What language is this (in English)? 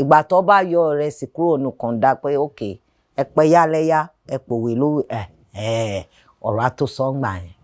Yoruba